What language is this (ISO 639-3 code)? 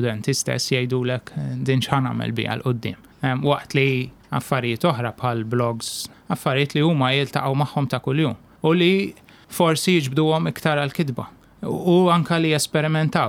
mlt